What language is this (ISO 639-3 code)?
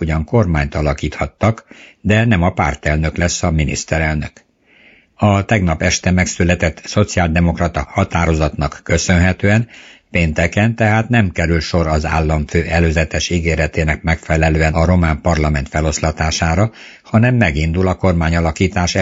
hun